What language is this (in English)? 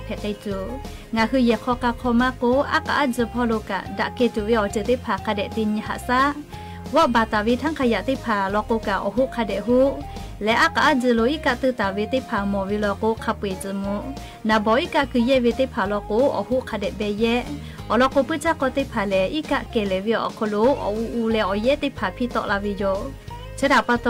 Lahu